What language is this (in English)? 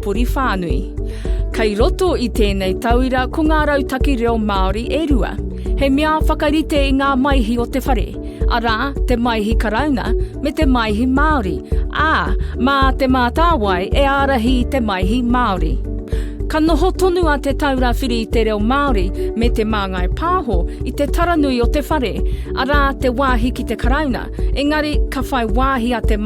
Māori